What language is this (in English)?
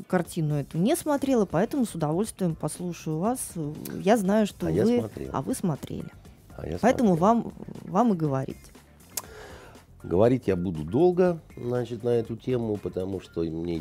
Russian